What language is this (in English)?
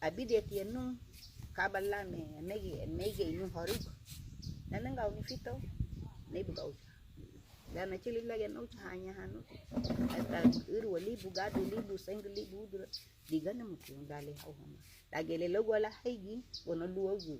Garifuna